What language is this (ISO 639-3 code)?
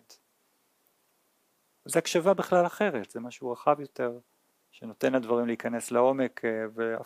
heb